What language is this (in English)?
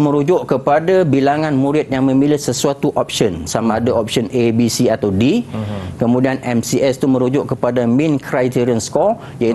Malay